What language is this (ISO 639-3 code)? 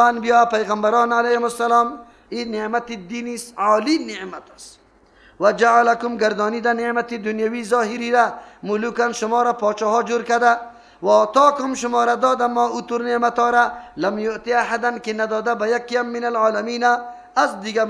fas